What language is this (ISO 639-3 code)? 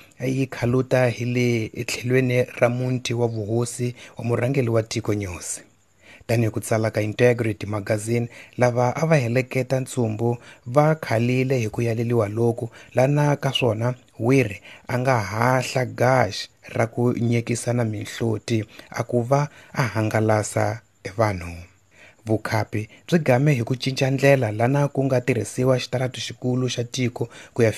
tso